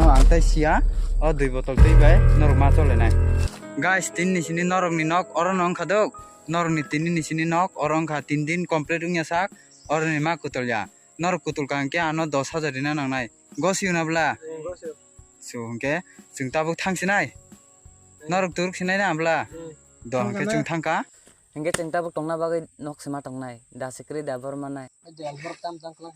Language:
Kok Borok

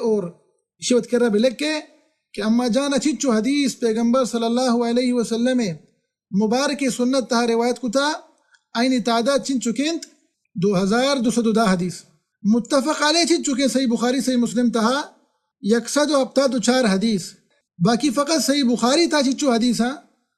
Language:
Baluchi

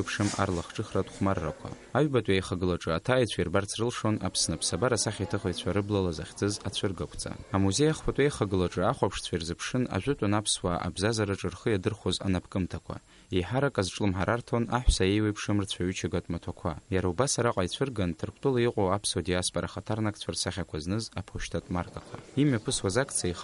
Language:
Abkhazian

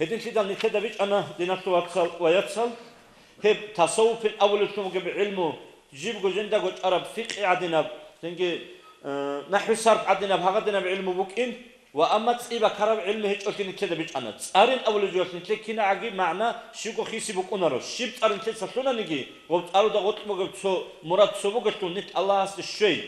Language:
Avaric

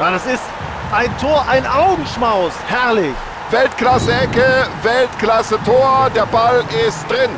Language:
Bavarian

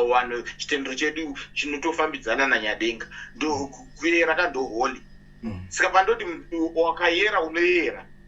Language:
Shona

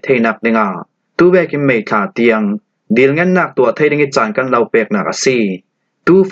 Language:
Falam Chin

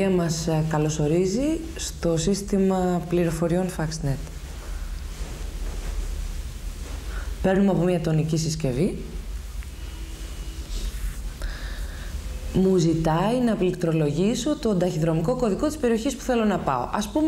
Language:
Greek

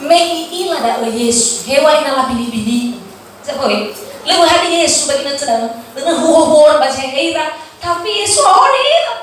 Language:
Nias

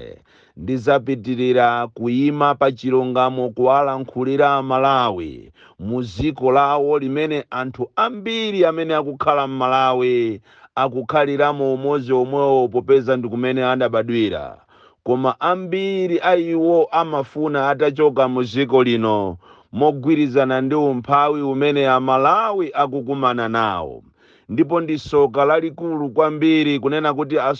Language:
Nyanja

